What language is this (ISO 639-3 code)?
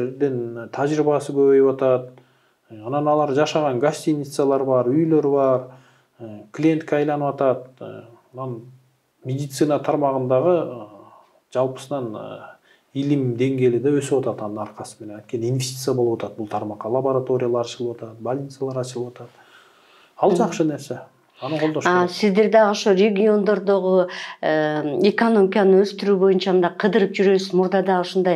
kir